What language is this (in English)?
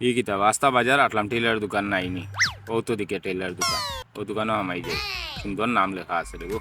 Sylheti